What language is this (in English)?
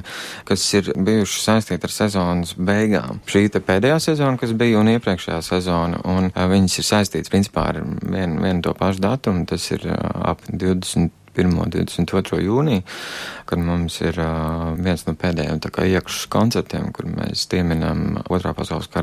Latvian